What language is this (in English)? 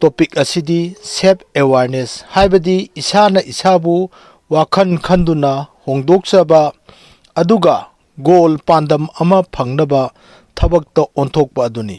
Manipuri